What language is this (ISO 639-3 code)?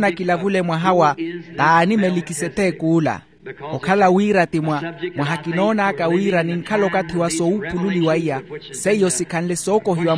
vmw